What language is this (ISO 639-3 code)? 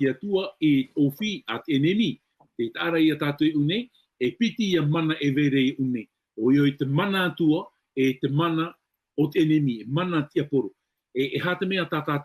tah